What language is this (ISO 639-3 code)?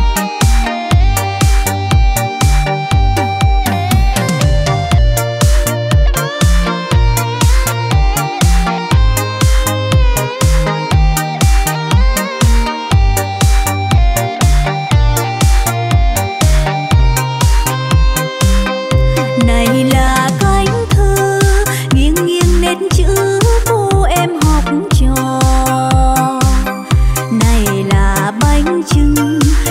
vie